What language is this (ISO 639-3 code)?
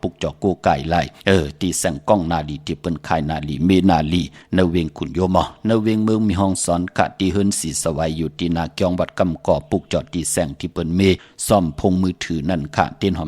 shn